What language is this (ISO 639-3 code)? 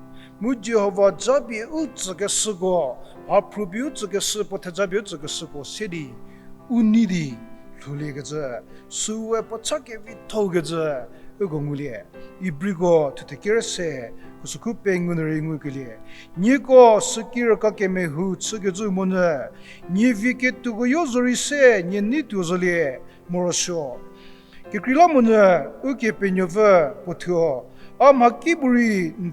njm